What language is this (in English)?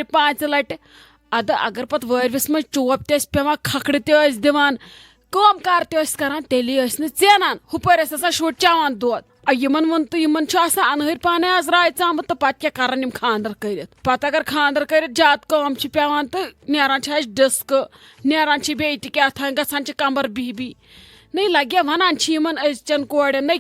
Kashmiri